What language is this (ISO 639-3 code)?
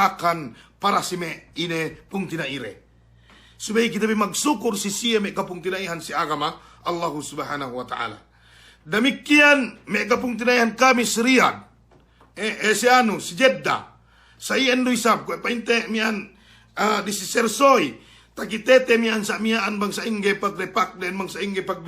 yka